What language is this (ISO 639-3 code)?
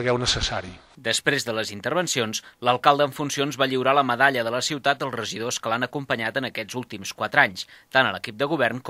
cat